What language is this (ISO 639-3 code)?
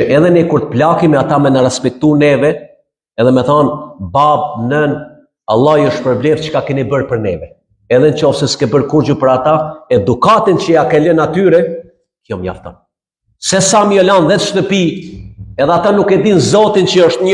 sqi